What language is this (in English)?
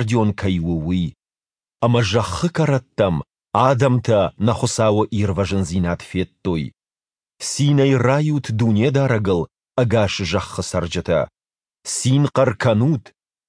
Ossetic